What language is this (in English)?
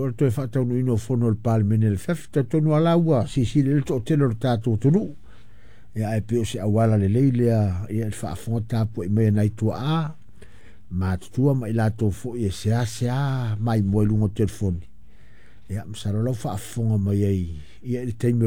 Samoan